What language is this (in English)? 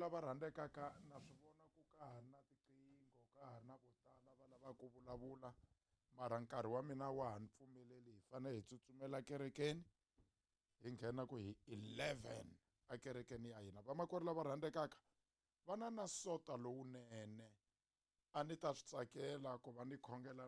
Tsonga